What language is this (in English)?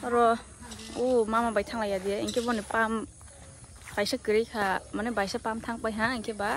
Kok Borok